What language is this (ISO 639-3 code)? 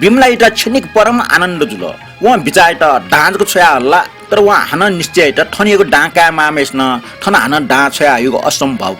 new